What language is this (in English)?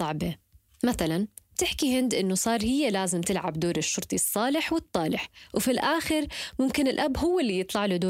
North Levantine Arabic